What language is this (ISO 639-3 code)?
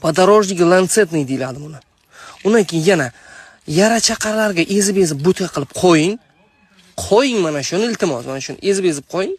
uzb